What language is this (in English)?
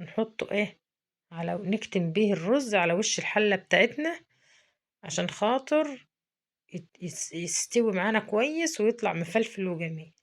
Egyptian Arabic